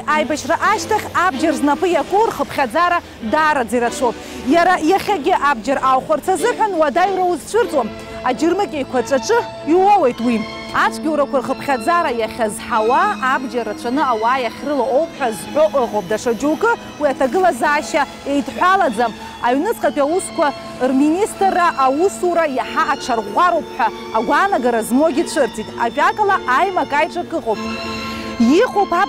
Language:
Abkhazian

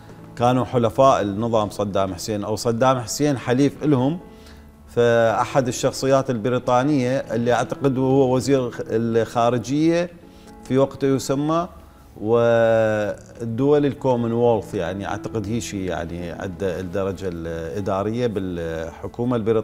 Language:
Mesopotamian Arabic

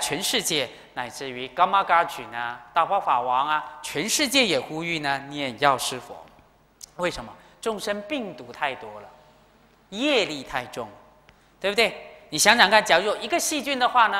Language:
Chinese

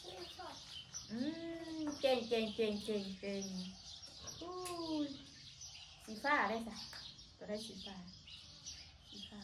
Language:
Northeastern Thai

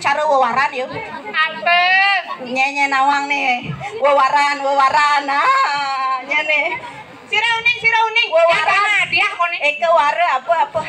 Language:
Balinese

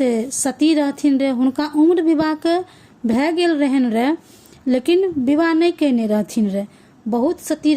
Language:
Maithili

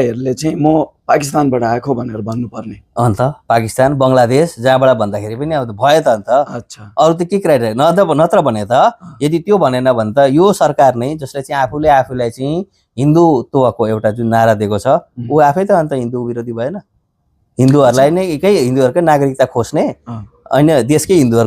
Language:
Nepali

